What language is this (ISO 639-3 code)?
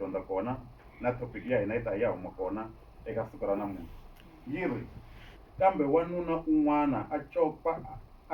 tso